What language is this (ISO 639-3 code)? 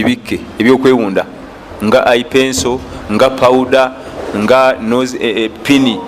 lug